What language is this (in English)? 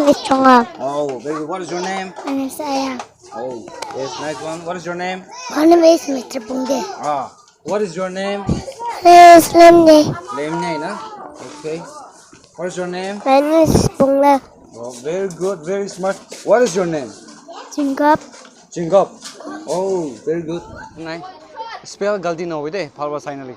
Naga Pidgin